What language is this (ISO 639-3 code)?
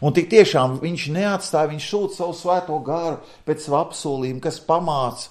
lav